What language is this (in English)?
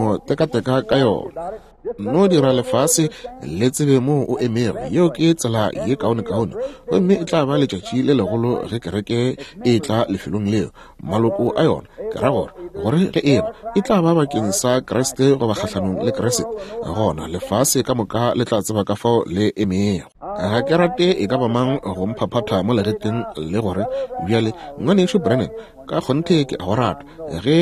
Northern Sotho